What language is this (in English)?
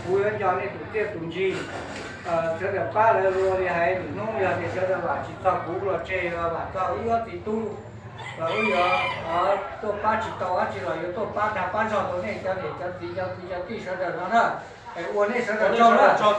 Hmong